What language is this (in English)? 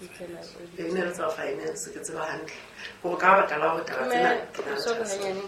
Southern Sotho